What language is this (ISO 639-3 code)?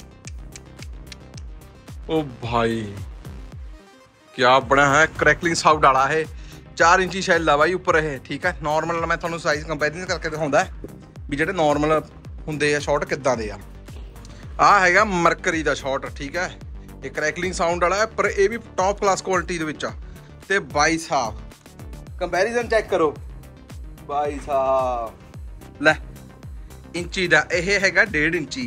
pan